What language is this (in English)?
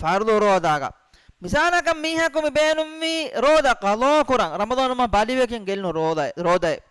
Divehi